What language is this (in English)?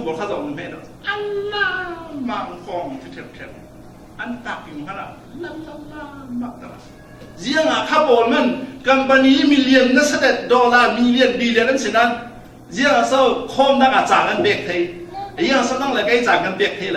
Falam Chin